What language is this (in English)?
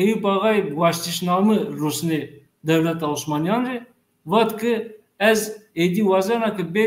Zaza